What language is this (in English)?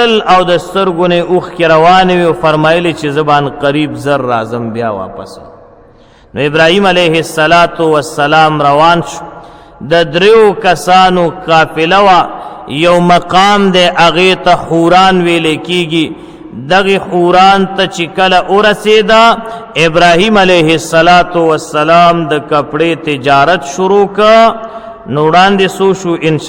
Pashto